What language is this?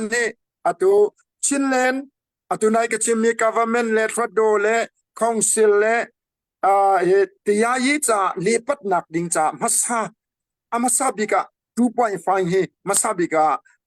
Hakha Chin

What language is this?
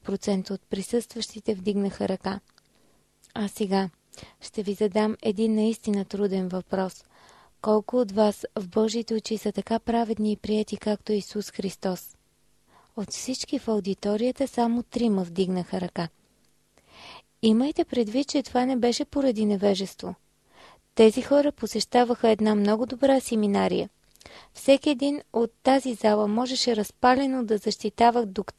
Bulgarian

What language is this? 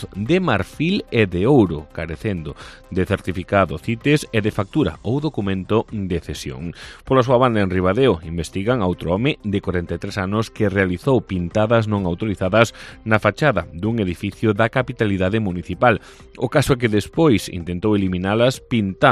Galician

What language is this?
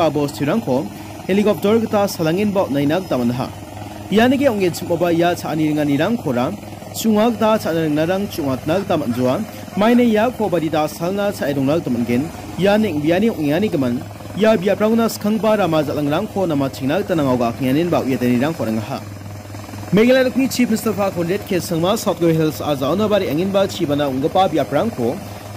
Garo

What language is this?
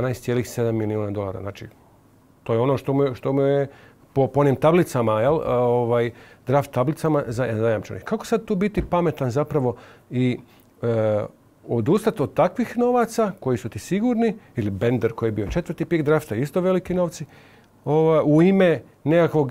Croatian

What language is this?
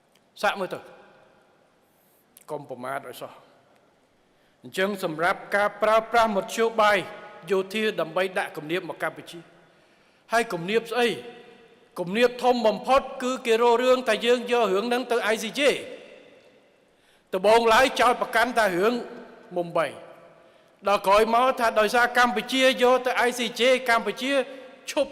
Khmer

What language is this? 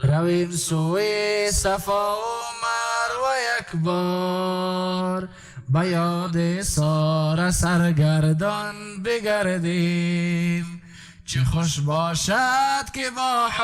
Persian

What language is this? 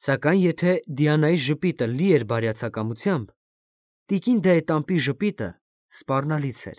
Armenian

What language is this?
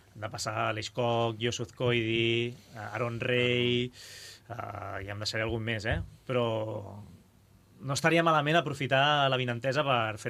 Catalan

